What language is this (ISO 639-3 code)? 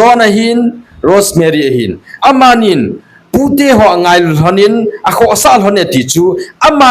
tcz